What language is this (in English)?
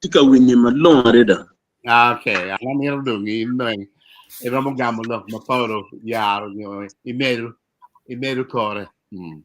Acoli